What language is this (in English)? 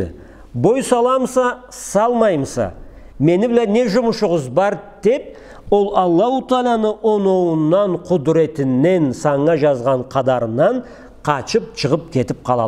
Karachay-Balkar